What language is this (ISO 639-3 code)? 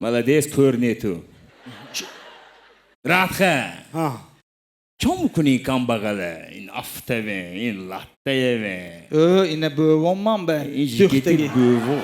tgk